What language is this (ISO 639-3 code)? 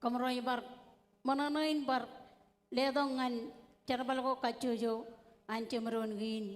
mah